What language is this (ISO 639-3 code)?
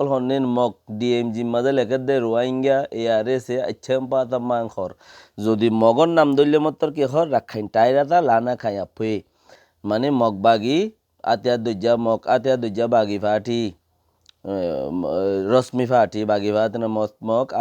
rhg